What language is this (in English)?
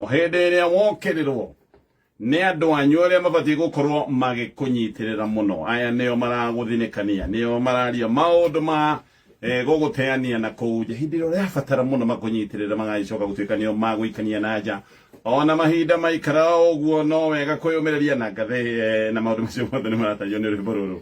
Kikuyu